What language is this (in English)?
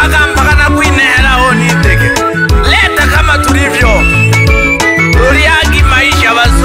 Swahili